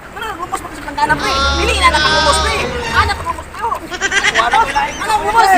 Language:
Cebuano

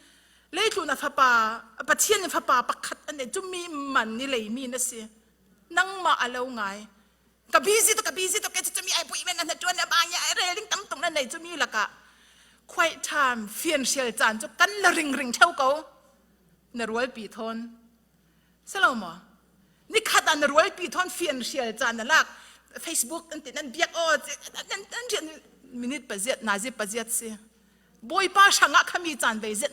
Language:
Falam Chin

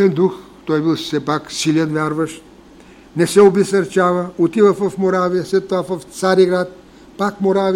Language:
Bulgarian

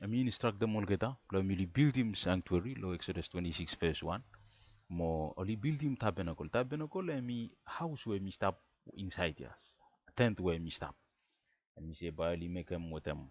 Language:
Bislama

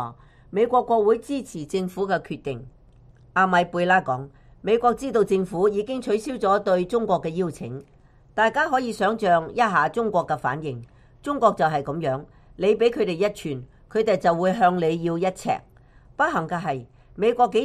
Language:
Cantonese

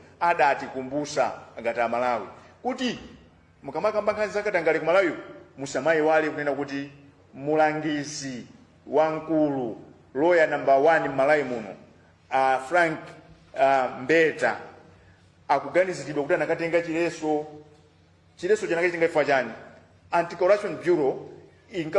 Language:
Nyanja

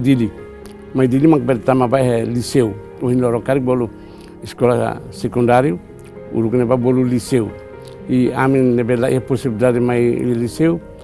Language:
Tetum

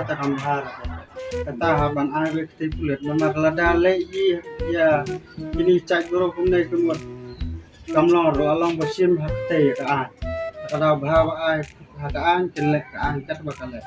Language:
Khasi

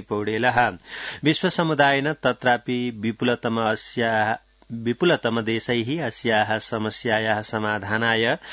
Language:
Sanskrit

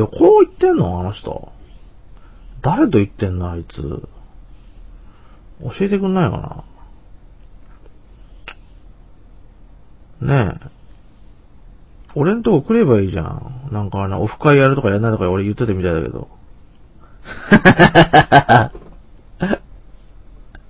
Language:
Japanese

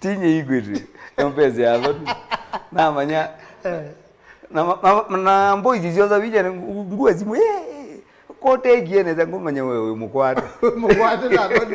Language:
Kamba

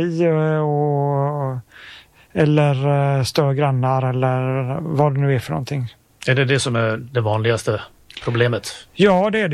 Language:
Swedish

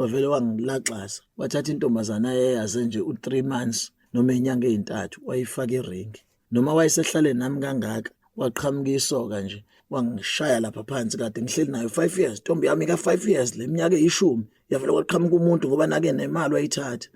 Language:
Zulu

